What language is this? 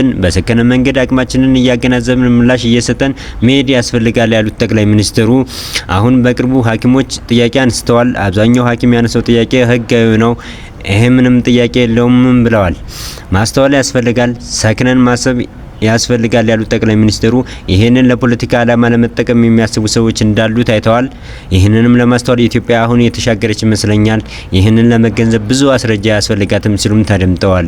Amharic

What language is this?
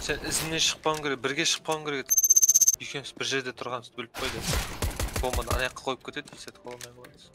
Kara-Kalpak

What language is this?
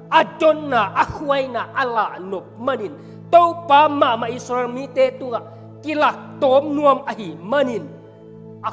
Tedim Chin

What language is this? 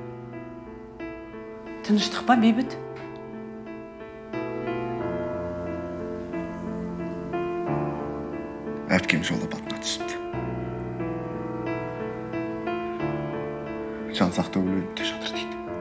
Kazakh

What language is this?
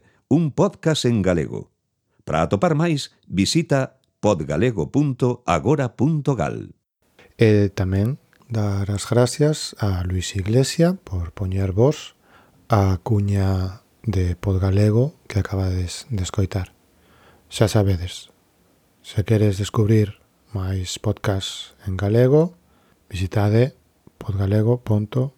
Galician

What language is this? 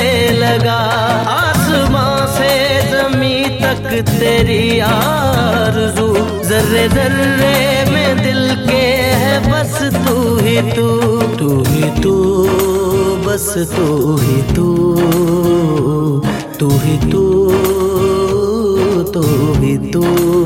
Hindi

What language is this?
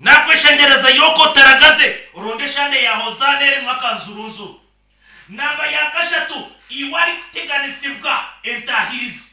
Nyankole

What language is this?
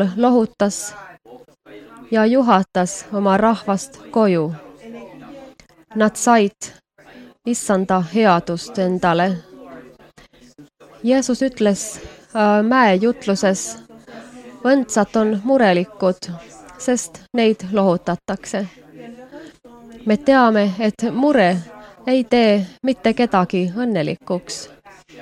Estonian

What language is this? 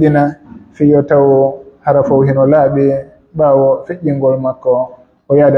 Pular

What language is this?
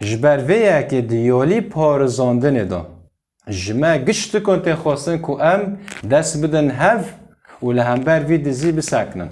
Kurdish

